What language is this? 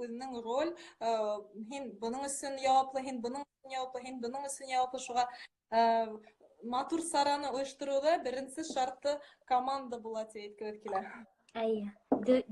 Bashkir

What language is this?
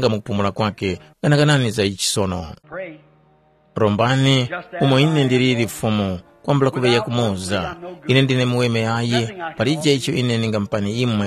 Tumbuka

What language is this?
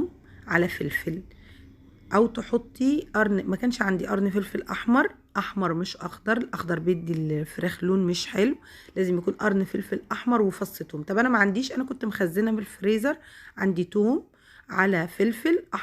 Egyptian Arabic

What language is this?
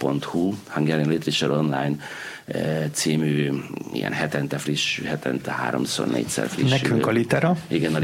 Hungarian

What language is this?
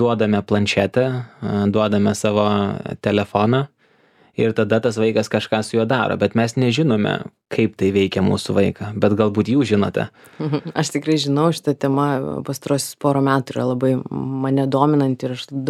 Lithuanian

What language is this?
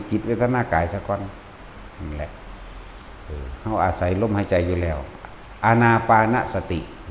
Northeastern Thai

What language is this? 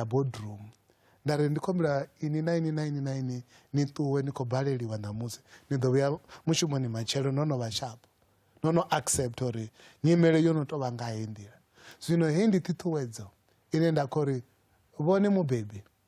Venda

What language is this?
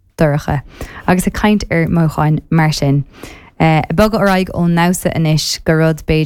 Irish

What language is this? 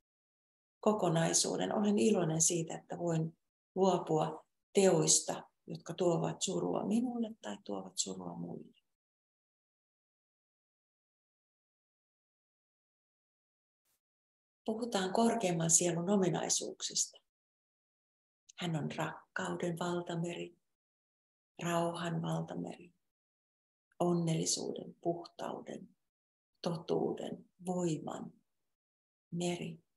Finnish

